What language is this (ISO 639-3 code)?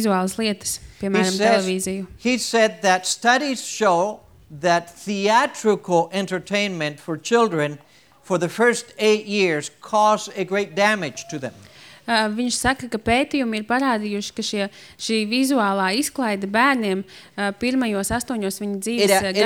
lav